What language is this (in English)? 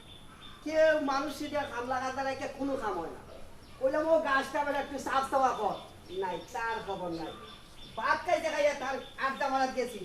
Sylheti